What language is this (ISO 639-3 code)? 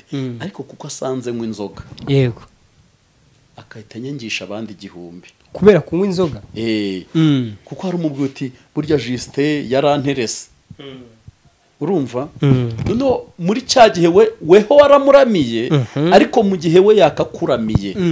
kin